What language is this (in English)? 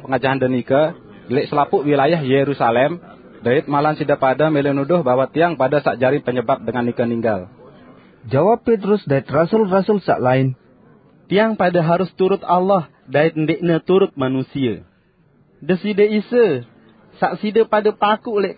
Sasak